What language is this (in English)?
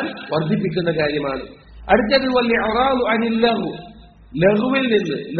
Malayalam